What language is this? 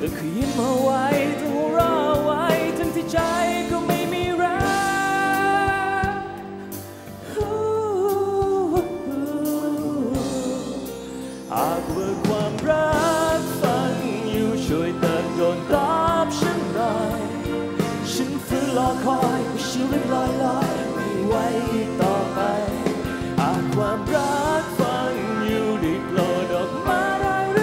Thai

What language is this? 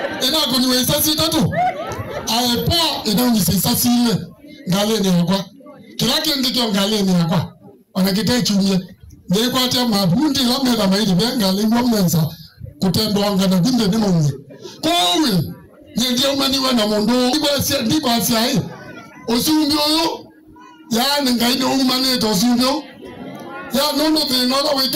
Kamba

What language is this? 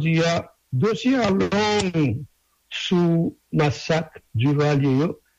Haitian Creole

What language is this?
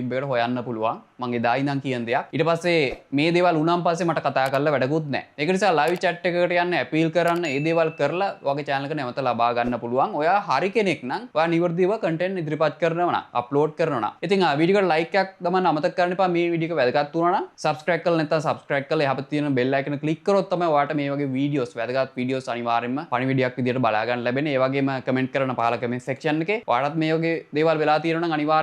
Sinhala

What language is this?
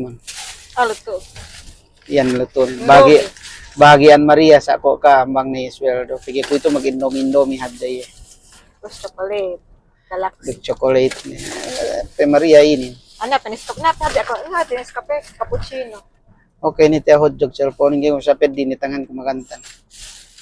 Yakan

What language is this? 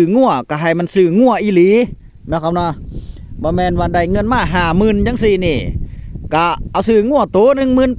Northeastern Thai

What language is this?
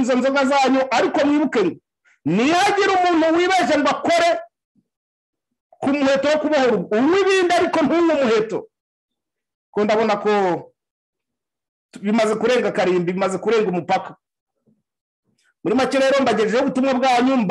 Kinyarwanda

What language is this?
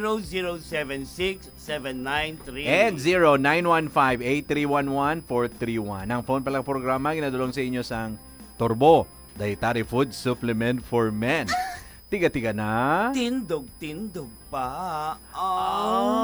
Hiligaynon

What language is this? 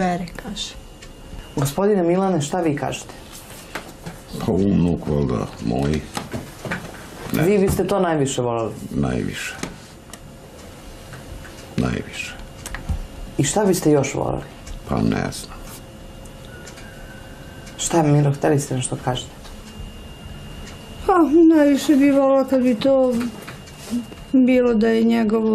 Serbian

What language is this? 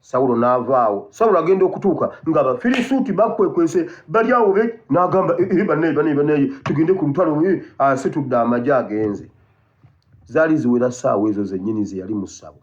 Ganda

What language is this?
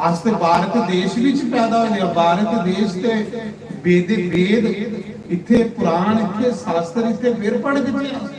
Dogri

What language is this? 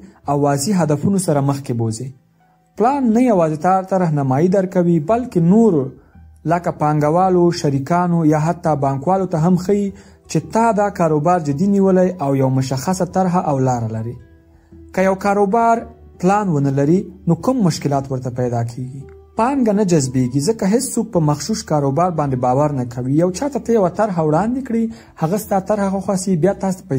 Pashto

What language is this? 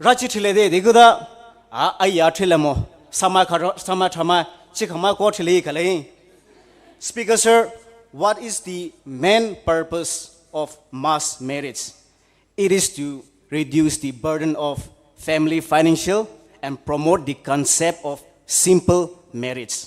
Poumei Naga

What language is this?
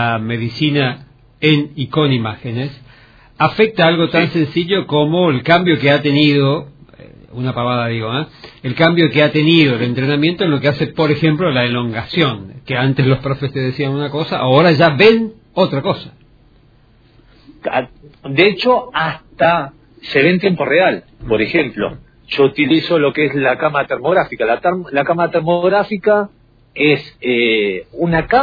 Spanish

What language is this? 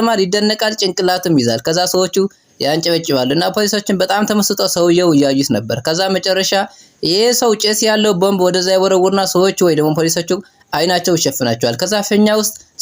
Amharic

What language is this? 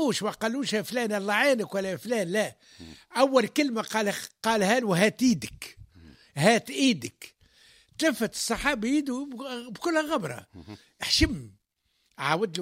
Tunisian Arabic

